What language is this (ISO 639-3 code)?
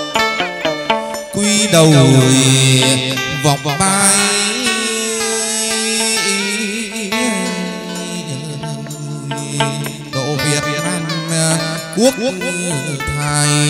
vie